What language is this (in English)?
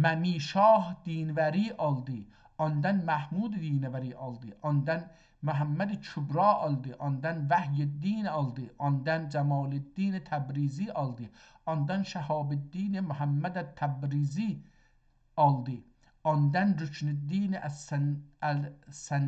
South Azerbaijani